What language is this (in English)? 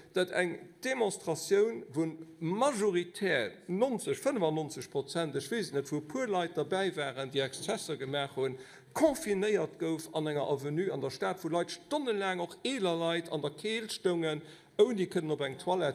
Luxembourgish